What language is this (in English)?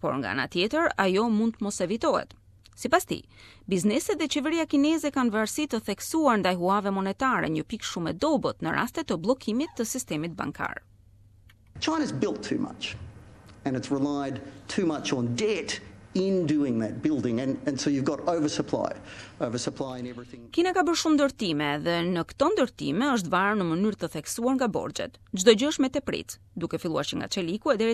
Albanian